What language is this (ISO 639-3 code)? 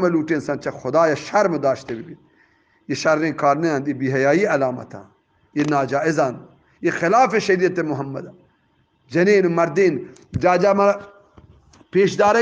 bgp